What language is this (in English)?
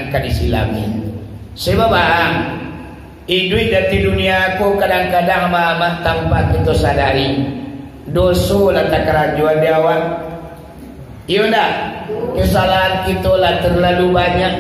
Minangkabau